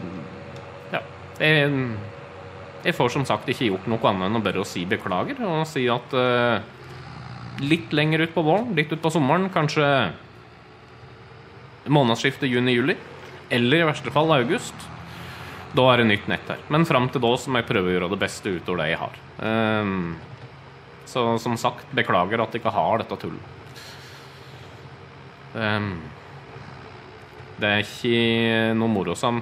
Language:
Norwegian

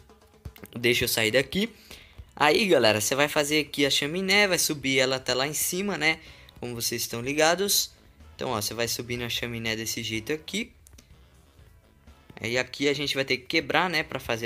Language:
Portuguese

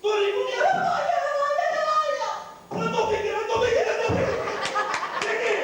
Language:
Sicilian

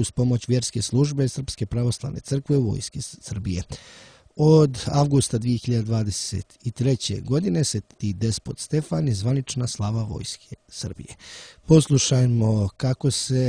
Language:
Serbian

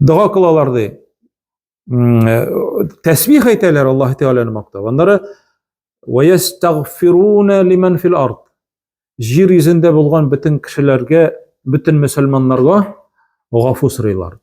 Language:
Tatar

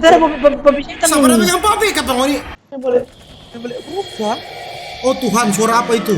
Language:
Manado Malay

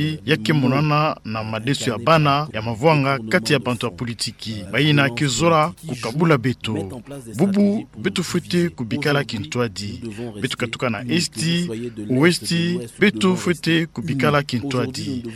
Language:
Kituba (Democratic Republic of Congo)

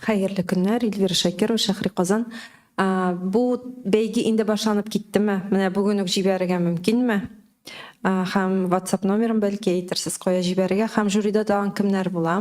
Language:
Tatar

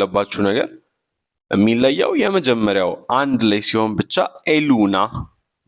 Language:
Amharic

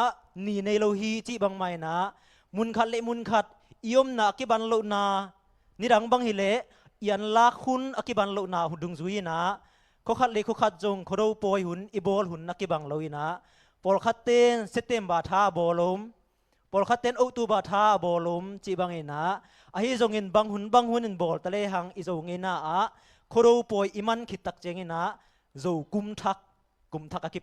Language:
Tedim Chin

